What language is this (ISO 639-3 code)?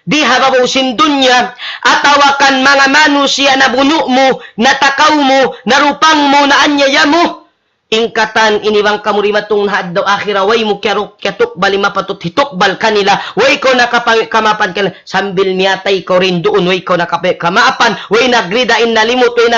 tsg